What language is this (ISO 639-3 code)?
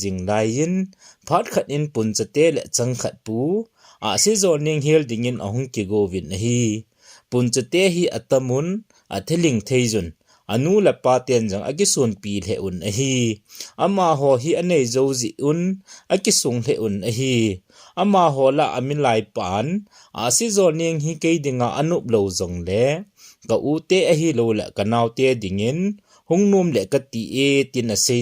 tcz